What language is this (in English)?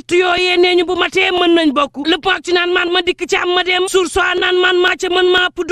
Wolof